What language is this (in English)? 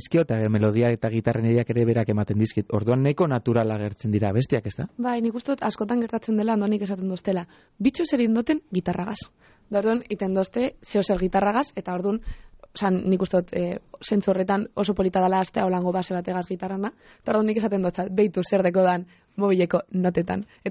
Basque